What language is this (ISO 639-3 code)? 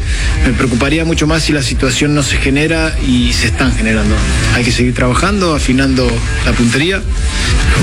spa